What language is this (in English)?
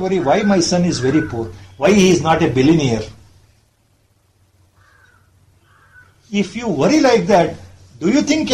Kannada